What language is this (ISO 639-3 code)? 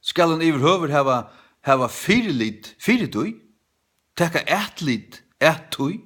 fao